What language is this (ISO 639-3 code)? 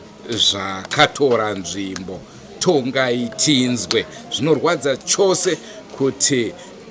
sna